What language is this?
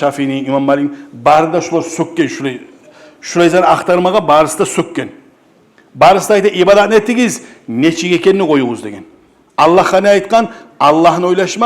Kumyk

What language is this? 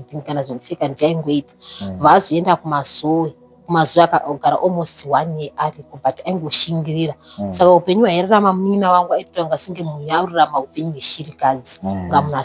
Shona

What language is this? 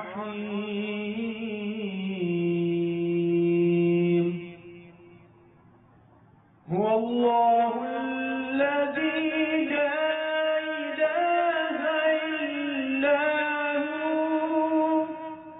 Bangla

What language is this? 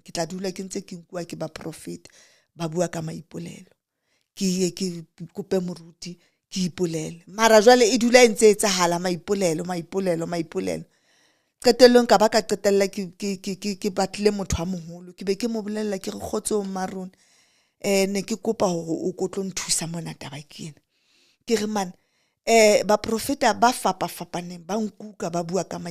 Southern Sotho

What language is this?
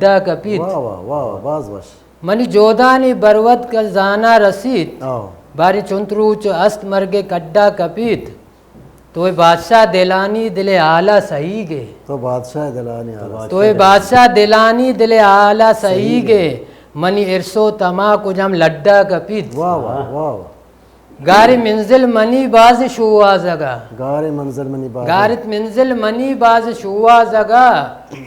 Baluchi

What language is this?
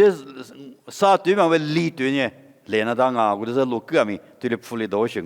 Lisu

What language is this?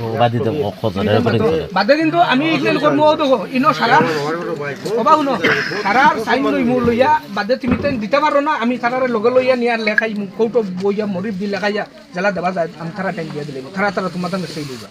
Sylheti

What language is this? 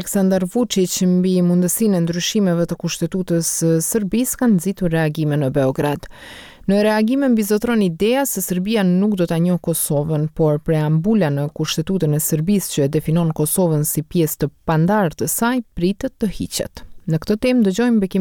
Albanian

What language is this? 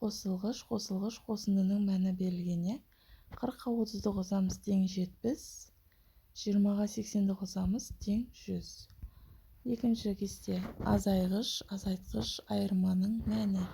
Kazakh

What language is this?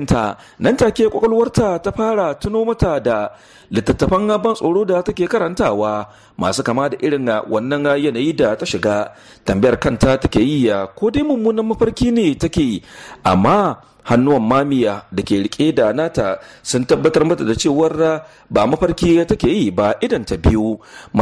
Hausa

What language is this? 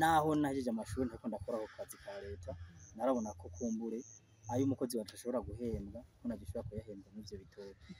Rundi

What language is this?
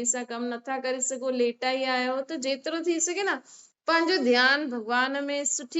Sindhi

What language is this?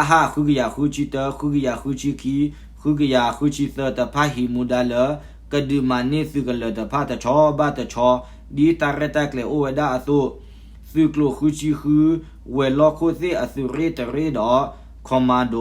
S'gaw Karen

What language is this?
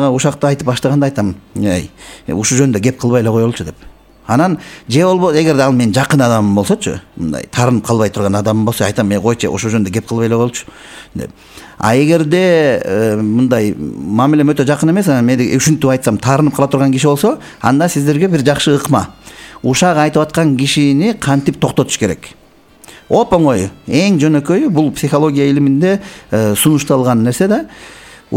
Kyrgyz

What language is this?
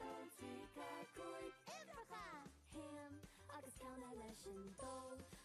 Irish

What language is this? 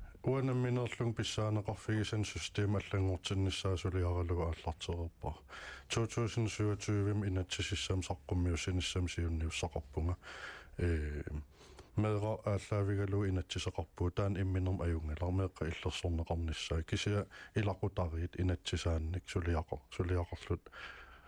Kalaallisut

